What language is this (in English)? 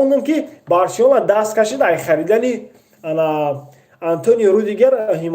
Tajik